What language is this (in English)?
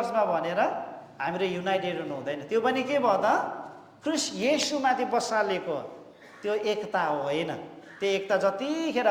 Nepali